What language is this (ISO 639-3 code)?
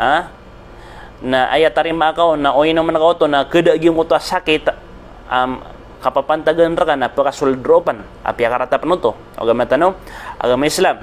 mrw